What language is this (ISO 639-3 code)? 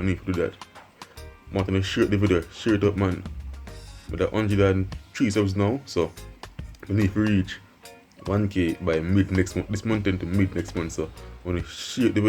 jam